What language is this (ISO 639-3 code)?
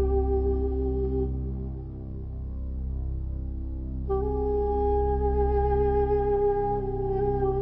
bul